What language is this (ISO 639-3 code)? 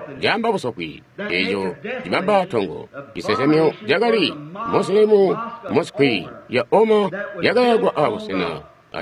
toi